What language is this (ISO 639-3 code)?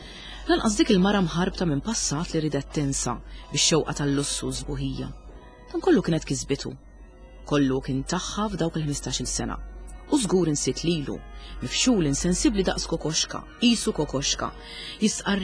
mlt